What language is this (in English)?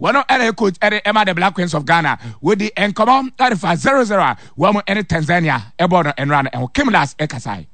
Akan